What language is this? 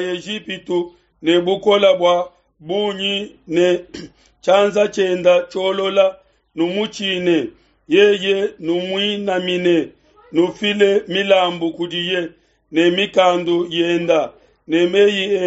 Luba-Lulua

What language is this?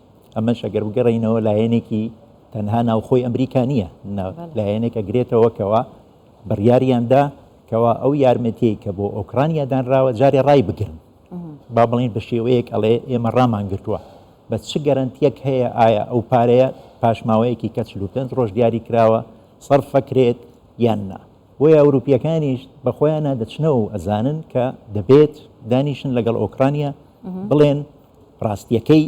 Central Kurdish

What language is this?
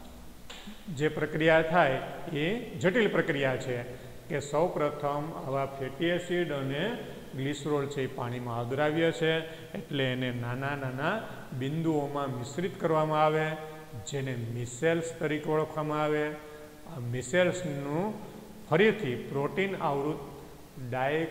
Gujarati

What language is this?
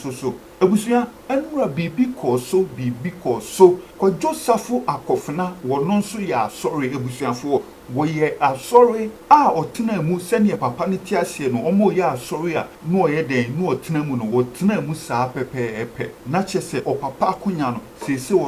Akan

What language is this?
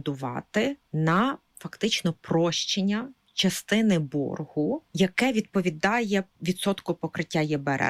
Ukrainian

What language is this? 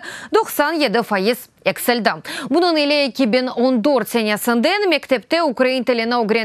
Crimean Tatar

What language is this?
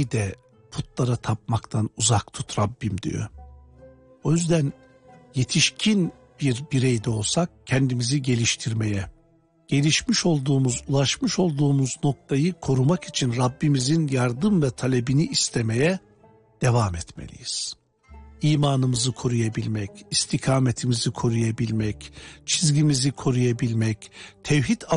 Turkish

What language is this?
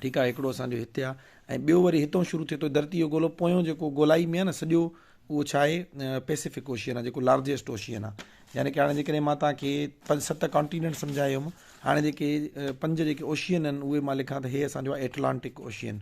Sindhi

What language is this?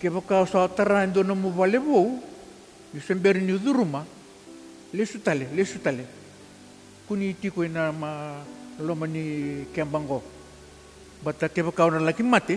Fijian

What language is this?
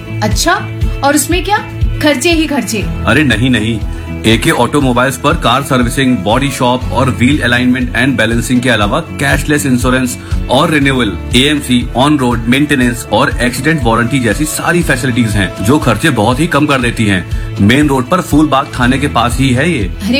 Hindi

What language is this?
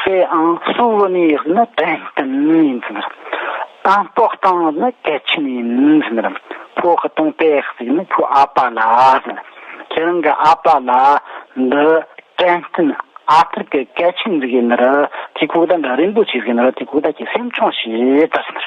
Tibetan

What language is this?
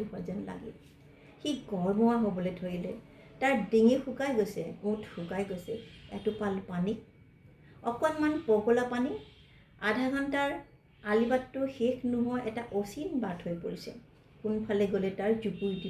Assamese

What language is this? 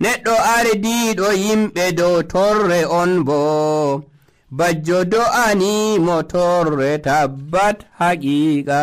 Nigerian Fulfulde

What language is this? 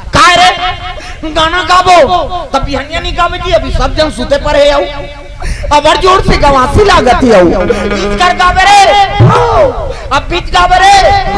Chhattisgarhi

